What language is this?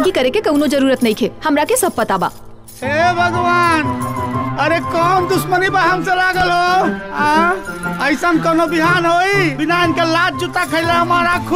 Bhojpuri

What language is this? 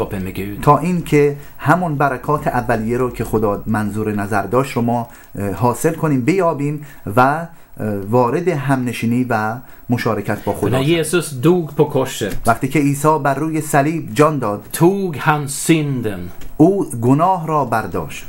Persian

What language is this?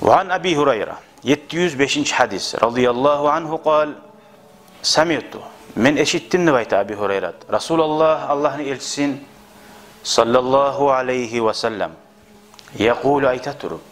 Kumyk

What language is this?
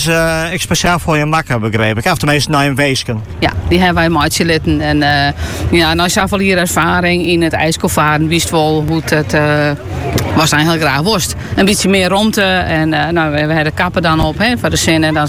Dutch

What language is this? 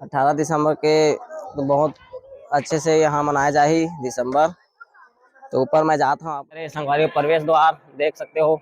Chhattisgarhi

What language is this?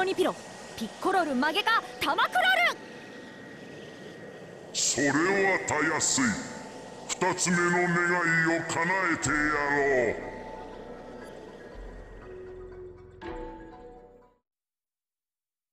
Japanese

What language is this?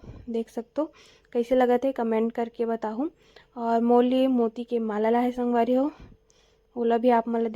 Chhattisgarhi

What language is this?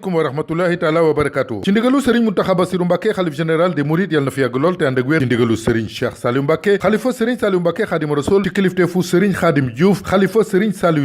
Wolof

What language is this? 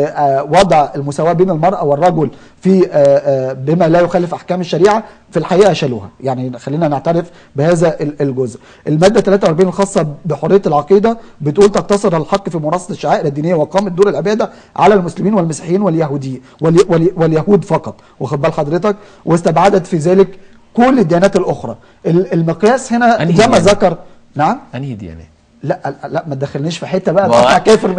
Egyptian Arabic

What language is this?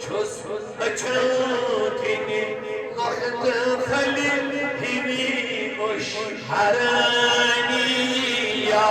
Kashmiri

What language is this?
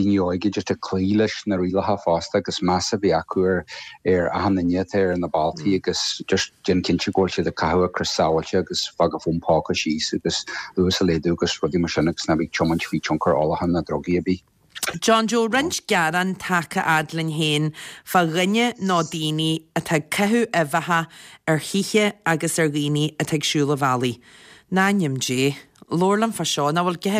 Irish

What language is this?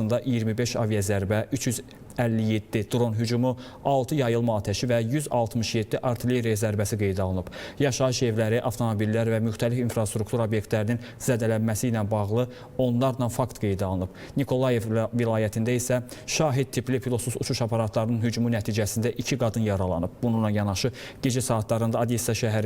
Azerbaijani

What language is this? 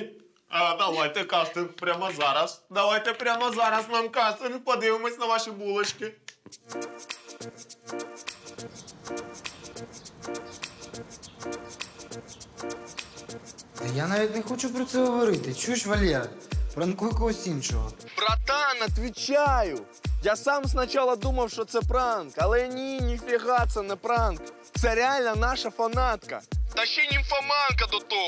Ukrainian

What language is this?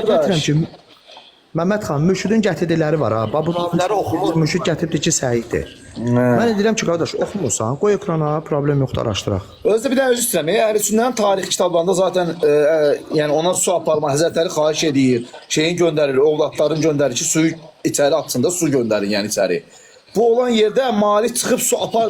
Azerbaijani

